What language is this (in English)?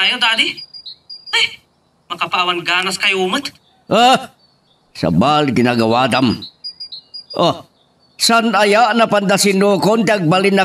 Iloko